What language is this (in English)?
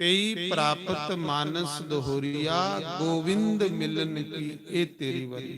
Dogri